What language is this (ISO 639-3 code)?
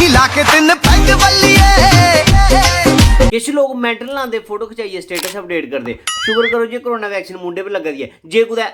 doi